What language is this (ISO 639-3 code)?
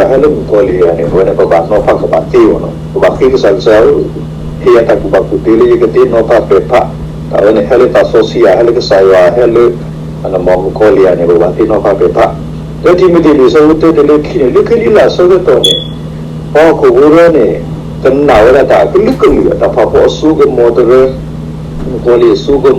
ksw